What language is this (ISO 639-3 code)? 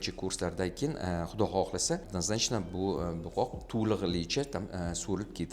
uzb